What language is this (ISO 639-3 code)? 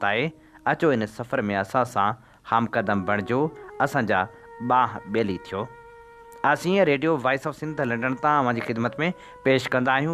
snd